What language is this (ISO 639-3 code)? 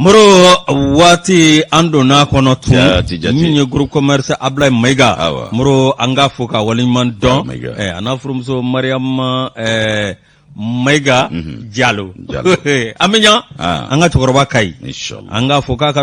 bam